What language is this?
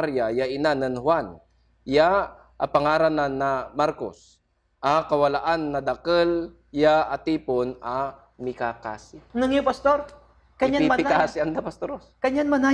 Pangasinan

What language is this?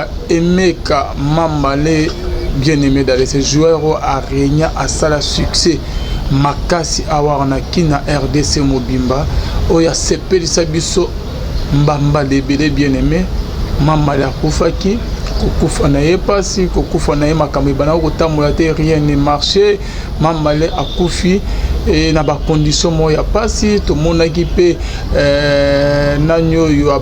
Lingala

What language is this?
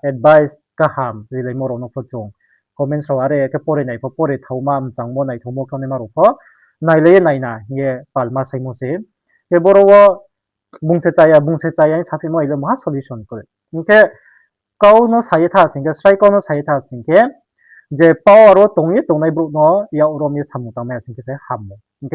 Riang (India)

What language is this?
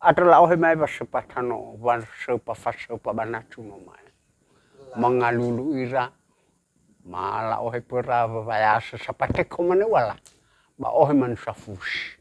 Nias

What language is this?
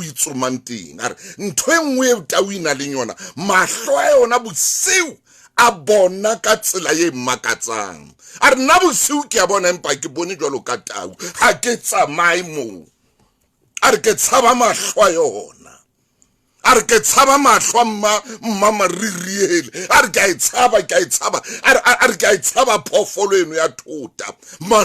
Southern Sotho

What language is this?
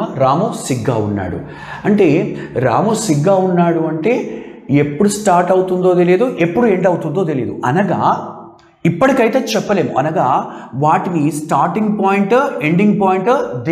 Telugu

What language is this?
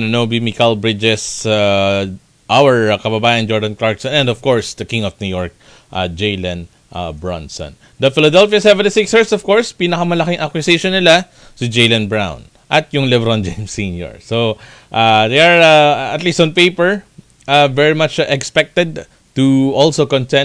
Filipino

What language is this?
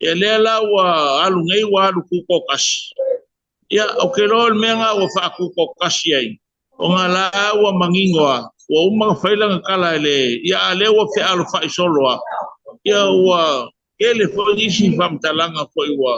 Samoan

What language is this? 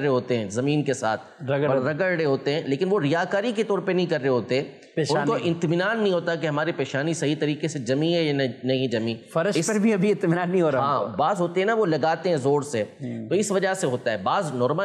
Urdu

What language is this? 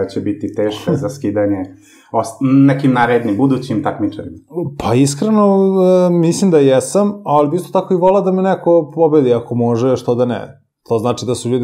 Serbian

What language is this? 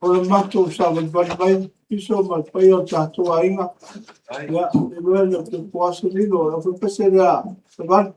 Samoan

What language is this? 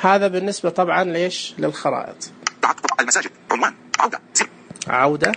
Najdi Arabic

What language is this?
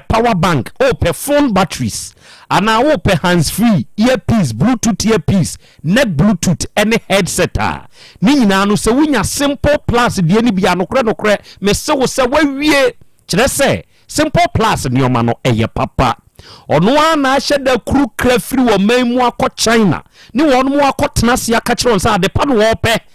Akan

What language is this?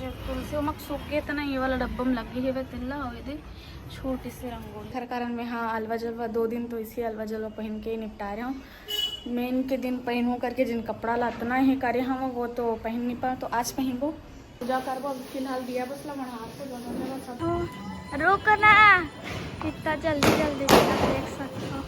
Chhattisgarhi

